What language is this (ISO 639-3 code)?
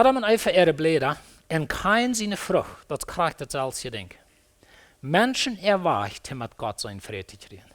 pdt